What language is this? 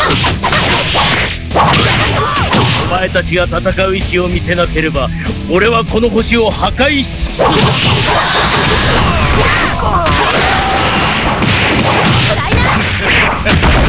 Japanese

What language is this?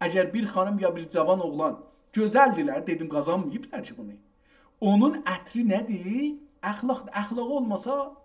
South Azerbaijani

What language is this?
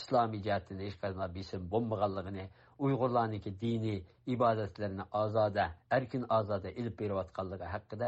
Uyghur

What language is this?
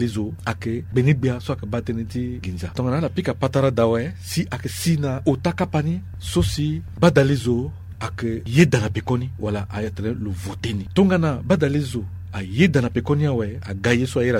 Sango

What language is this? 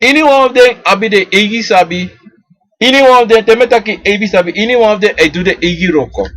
Sranan Tongo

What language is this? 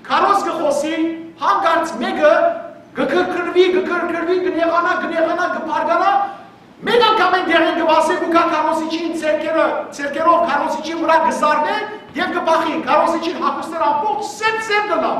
Western Armenian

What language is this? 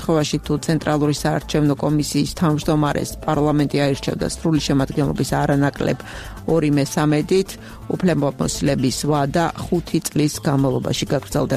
Georgian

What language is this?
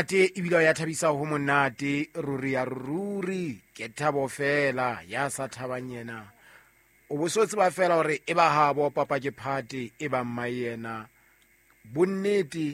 Southern Sotho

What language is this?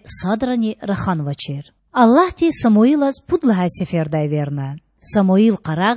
Lezghian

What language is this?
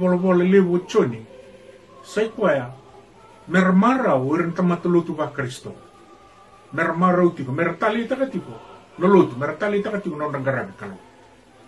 Fijian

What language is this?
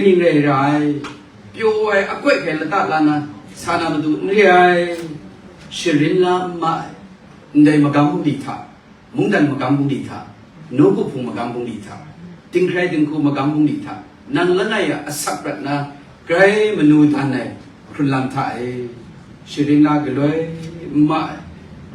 Kachin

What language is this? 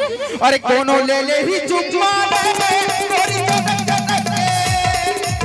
Chhattisgarhi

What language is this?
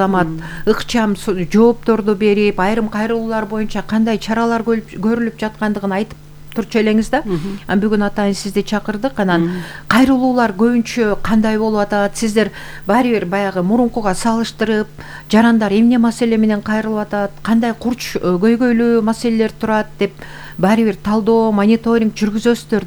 Kyrgyz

